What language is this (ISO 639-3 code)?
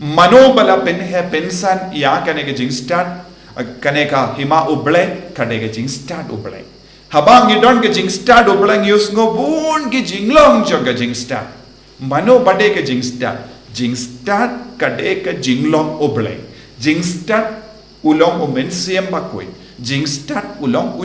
kha